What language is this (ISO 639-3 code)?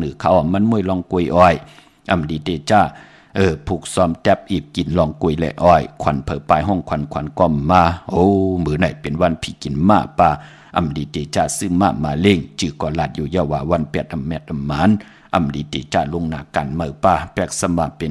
shn